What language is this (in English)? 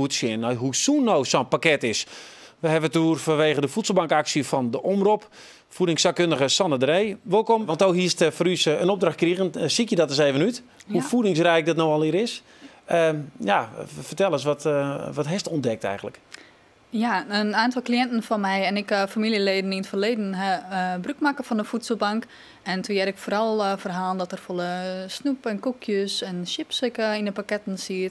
Western Frisian